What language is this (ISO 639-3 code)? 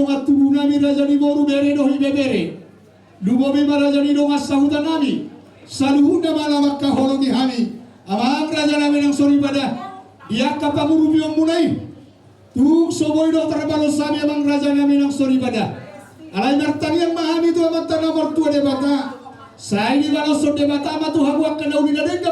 bbc